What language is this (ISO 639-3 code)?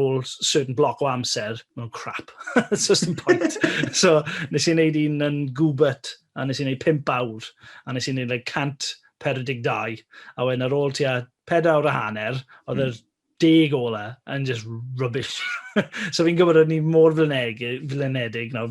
cym